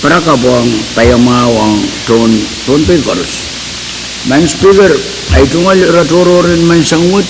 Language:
Pohnpeian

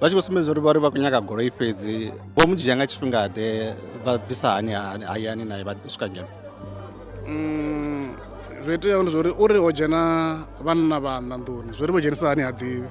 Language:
Venda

